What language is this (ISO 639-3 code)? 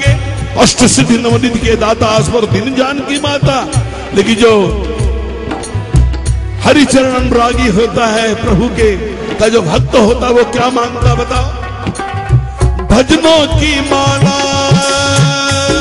hin